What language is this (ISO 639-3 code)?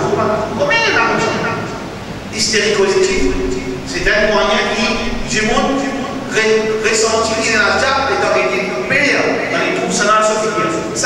mfe